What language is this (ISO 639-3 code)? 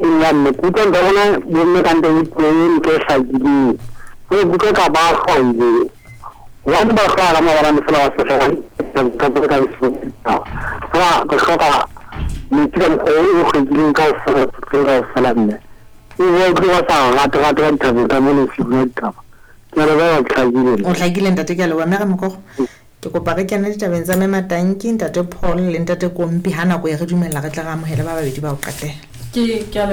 sot